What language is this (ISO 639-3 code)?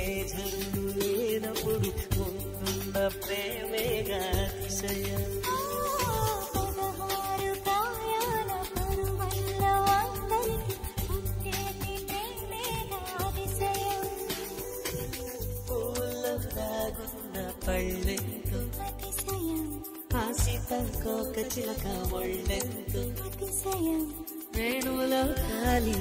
tel